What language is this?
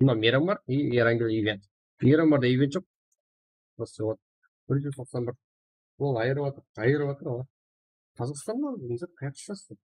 Kara-Kalpak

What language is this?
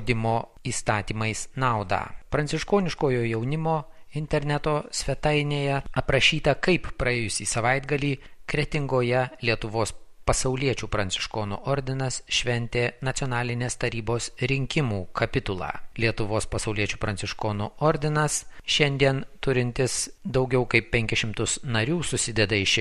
Lithuanian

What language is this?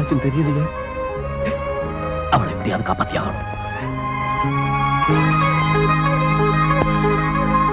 Tamil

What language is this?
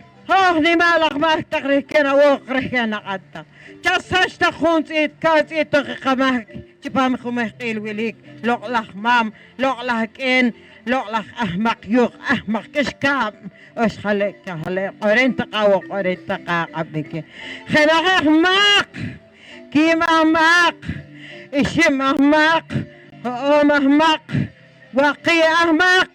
Poqomchi'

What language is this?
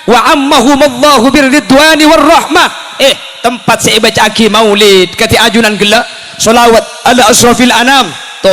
Madurese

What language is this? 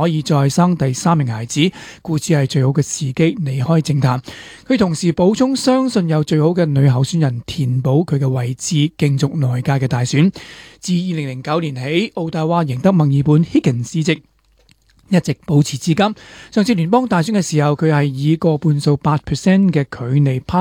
Cantonese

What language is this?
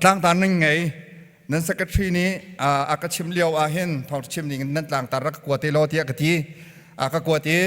Hakha Chin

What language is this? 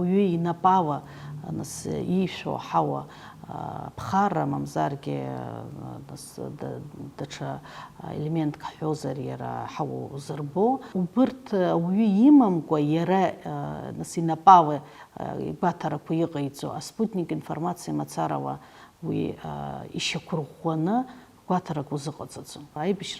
Abkhazian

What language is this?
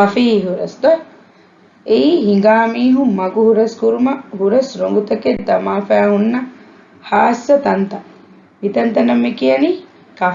Divehi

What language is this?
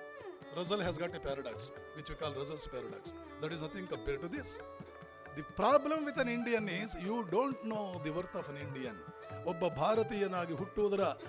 Kannada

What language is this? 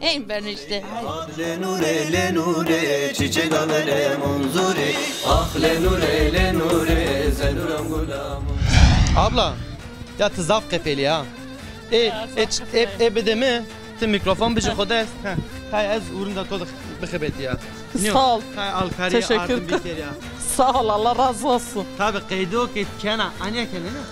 Zaza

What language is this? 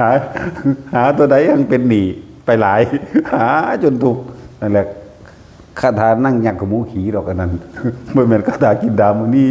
Northeastern Thai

